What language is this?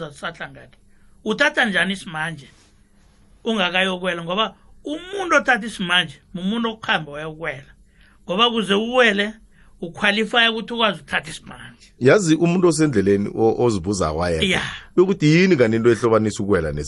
South Ndebele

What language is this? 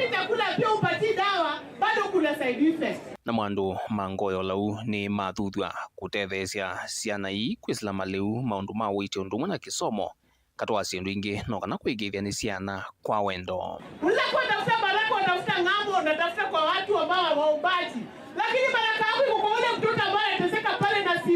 Kamba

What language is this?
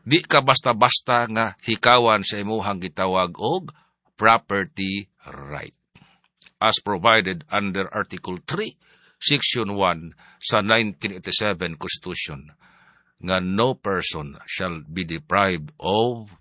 Cebuano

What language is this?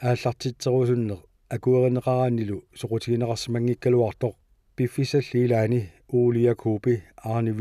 Kalaallisut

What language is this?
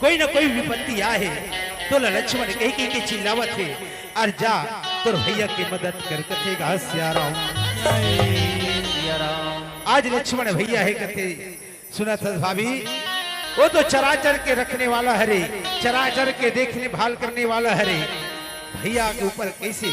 Chhattisgarhi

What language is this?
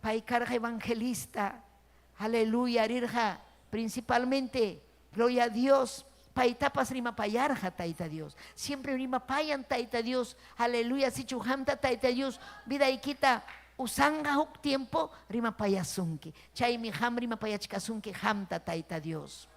Ayacucho Quechua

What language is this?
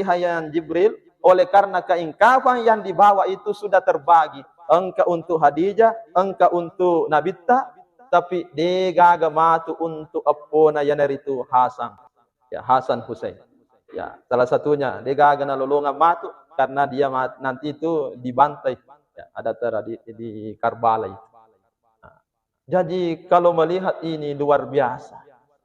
Buginese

